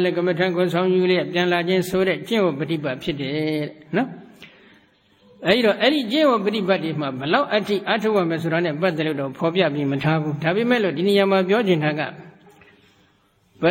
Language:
Burmese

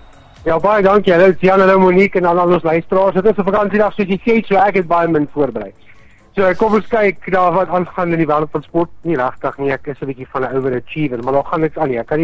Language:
Afrikaans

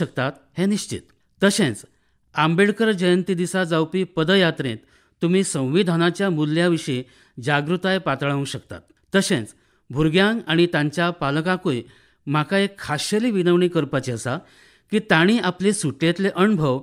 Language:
Konkani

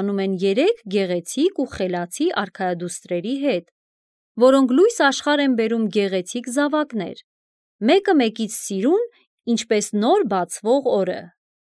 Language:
Armenian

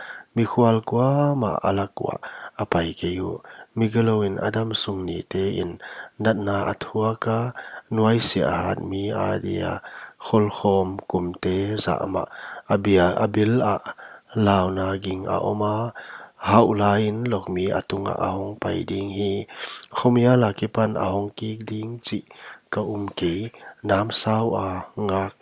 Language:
Paite Chin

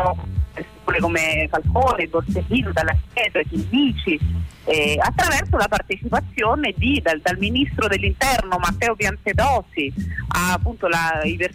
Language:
Italian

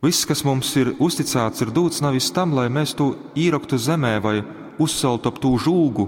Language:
Latgalian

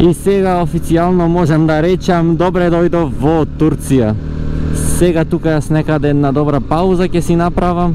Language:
Macedonian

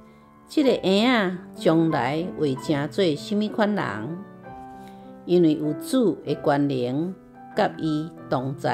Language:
Min Nan Chinese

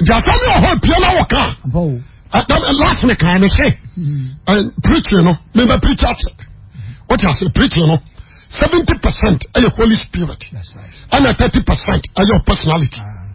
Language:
Akan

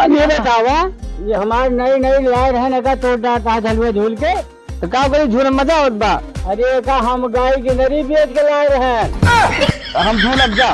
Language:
Awadhi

